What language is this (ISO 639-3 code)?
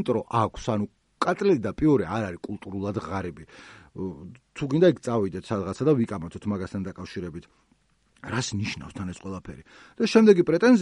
kat